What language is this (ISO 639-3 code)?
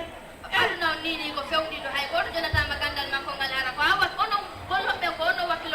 ful